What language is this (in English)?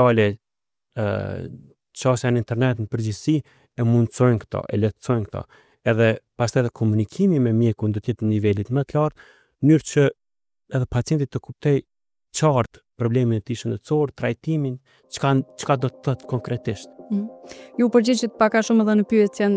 Albanian